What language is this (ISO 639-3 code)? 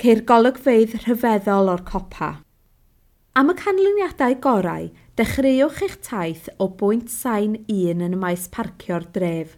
cym